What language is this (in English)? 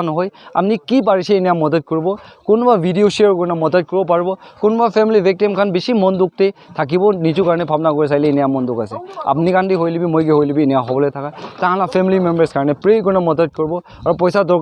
Naga Pidgin